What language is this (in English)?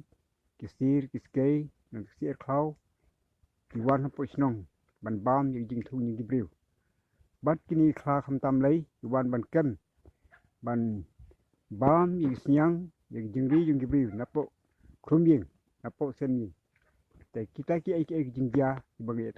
Khasi